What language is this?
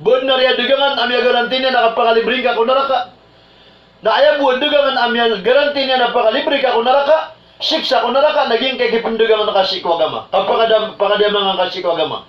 Maranao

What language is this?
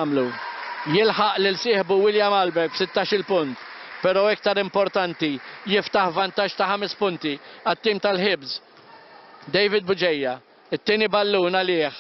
Maltese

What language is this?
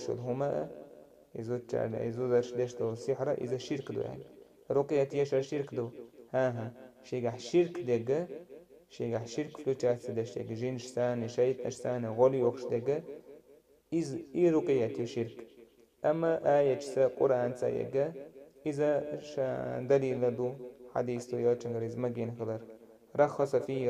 Chechen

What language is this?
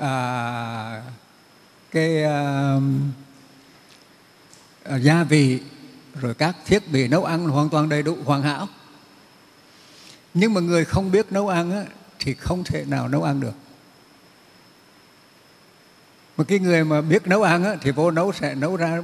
Vietnamese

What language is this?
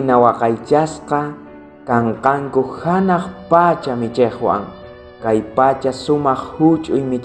South Bolivian Quechua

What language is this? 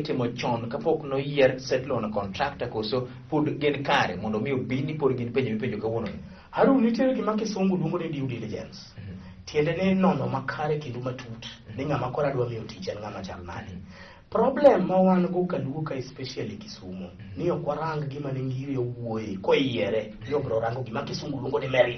Luo (Kenya and Tanzania)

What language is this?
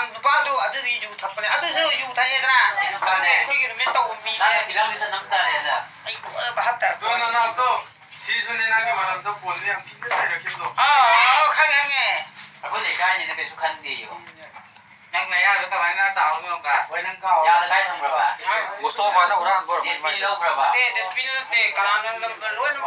Manipuri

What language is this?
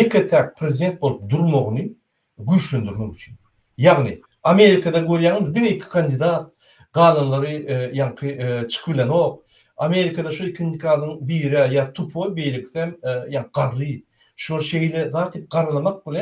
Turkmen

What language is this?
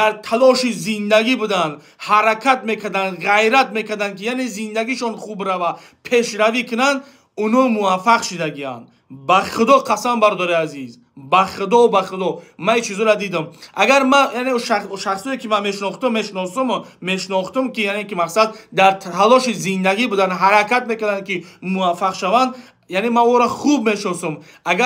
Tajik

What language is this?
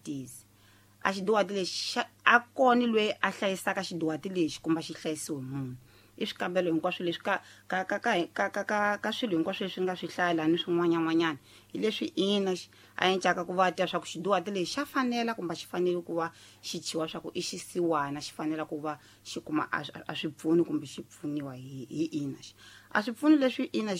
Tsonga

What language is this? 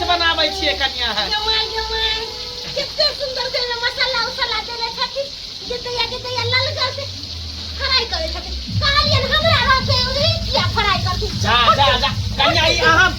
Maithili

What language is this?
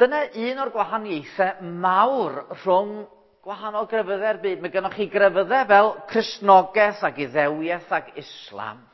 Welsh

